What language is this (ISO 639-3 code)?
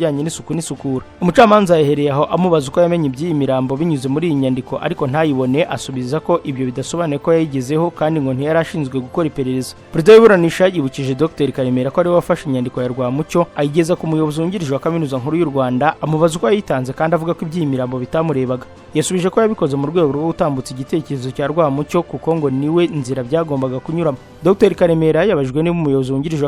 kin